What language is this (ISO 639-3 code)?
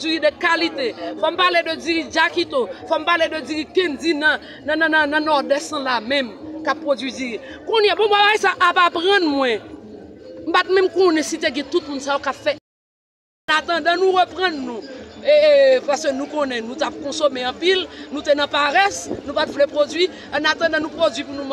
hat